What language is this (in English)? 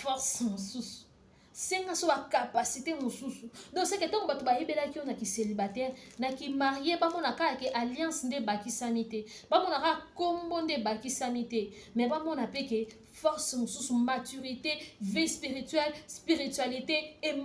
Lingala